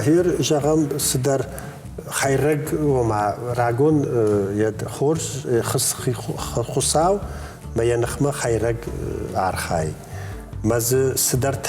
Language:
Ossetic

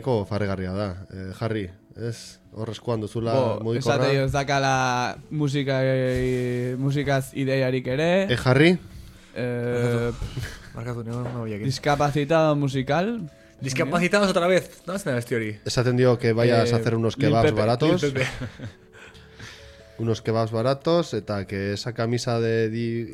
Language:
Basque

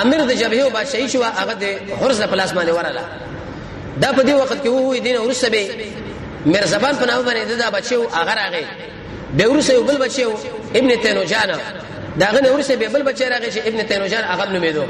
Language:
Pashto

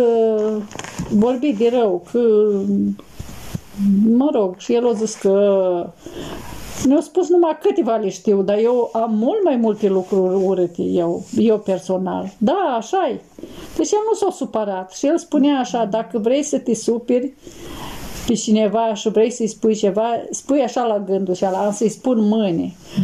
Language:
Romanian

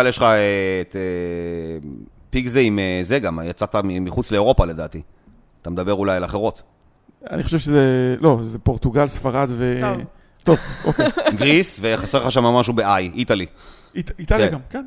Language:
Hebrew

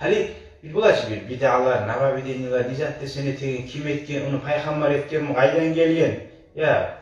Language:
Kumyk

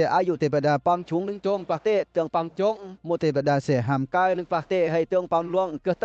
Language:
Western Lawa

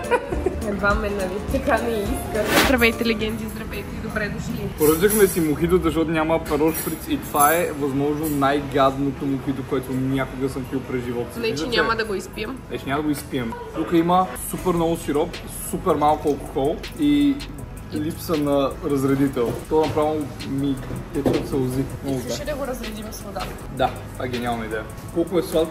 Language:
Bulgarian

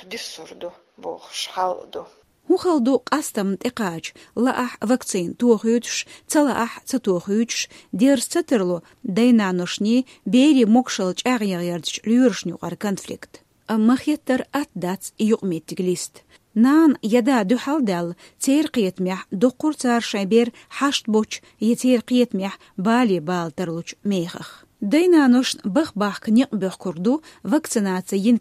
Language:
Chechen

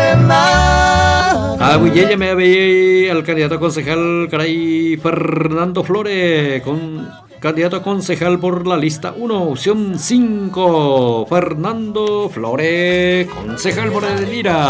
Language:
Guarani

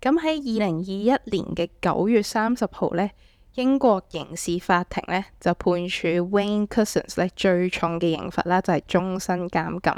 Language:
Cantonese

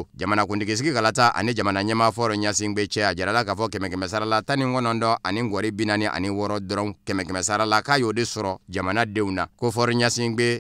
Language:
Bambara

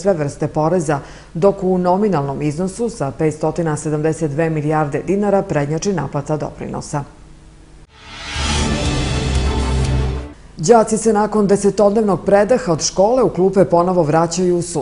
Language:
Serbian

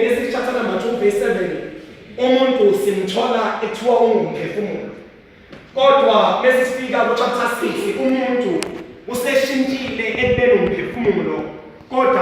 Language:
Zulu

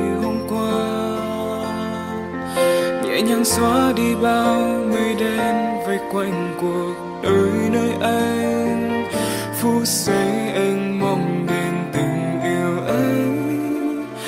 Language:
Vietnamese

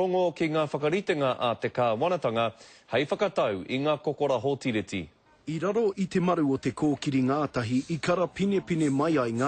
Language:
Māori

